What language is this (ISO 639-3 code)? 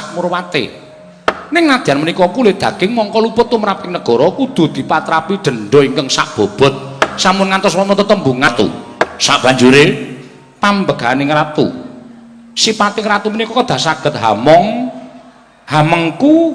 jav